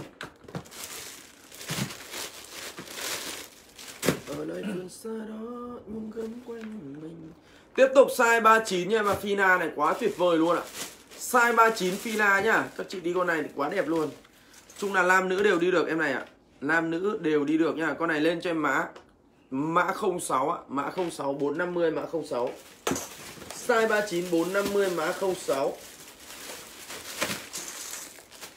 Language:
Vietnamese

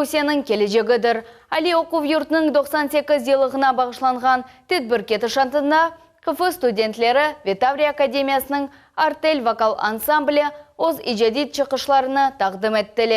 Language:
Crimean Tatar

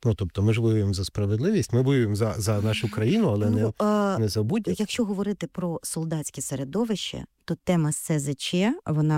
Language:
Ukrainian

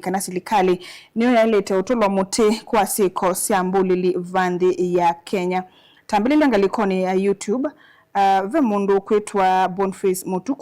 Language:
Kamba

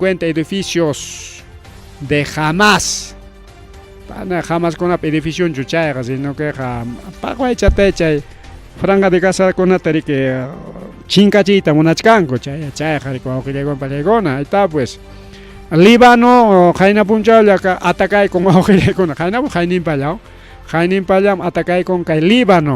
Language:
Ayacucho Quechua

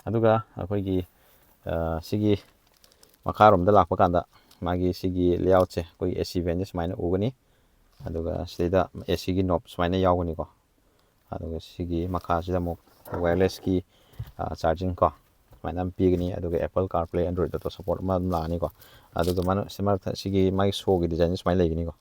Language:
Manipuri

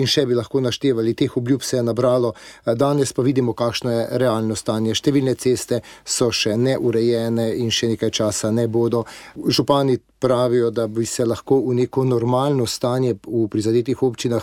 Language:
Slovenian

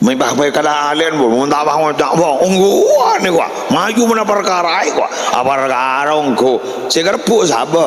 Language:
Madurese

